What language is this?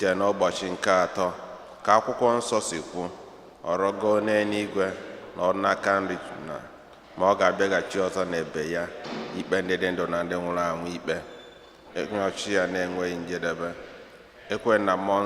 Igbo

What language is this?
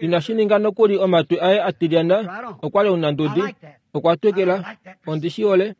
Kuanyama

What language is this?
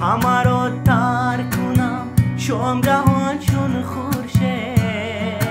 Tajik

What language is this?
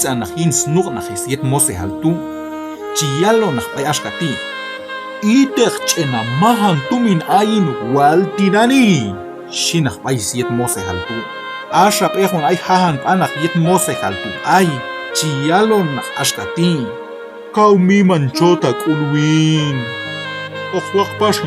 Q'anjob'al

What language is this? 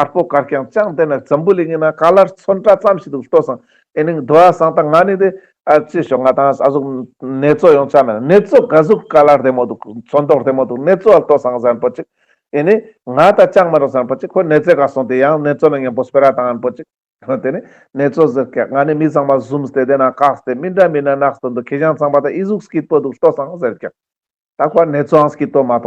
Ladakhi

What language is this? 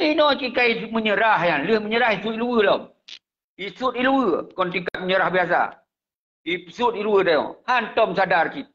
Achinese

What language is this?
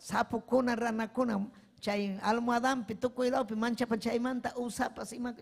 Ayacucho Quechua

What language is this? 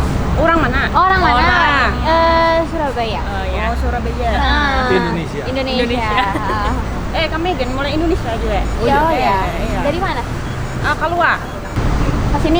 Banjar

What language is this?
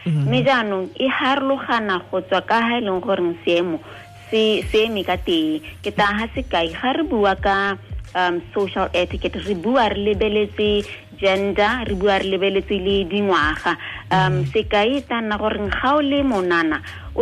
Tswana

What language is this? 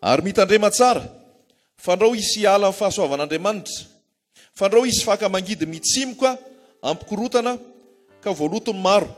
Malagasy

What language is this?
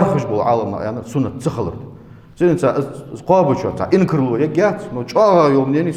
Ingush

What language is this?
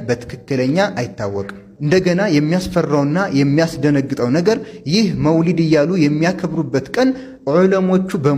Amharic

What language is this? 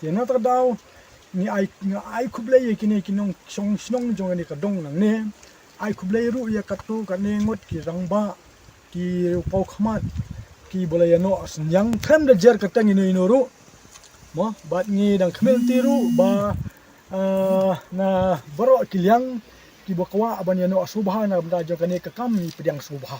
Khasi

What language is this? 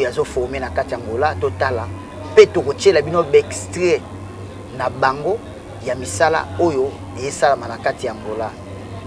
Lingala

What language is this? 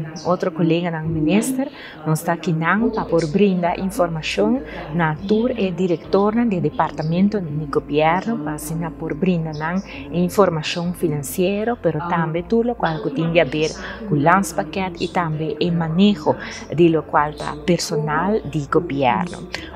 Papiamento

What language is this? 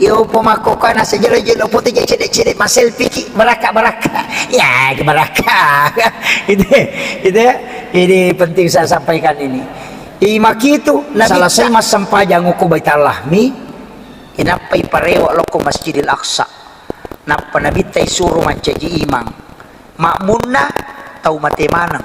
Buginese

